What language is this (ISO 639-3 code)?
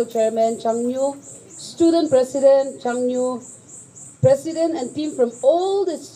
nag